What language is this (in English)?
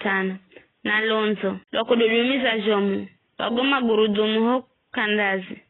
Giryama